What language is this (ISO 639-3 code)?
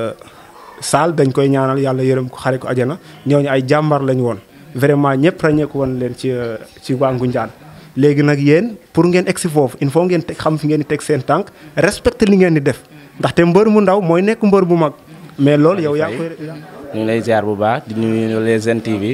wol